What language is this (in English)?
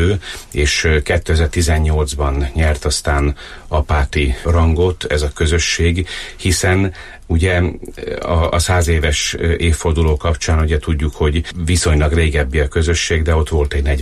Hungarian